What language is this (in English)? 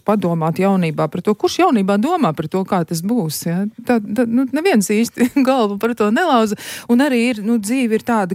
Latvian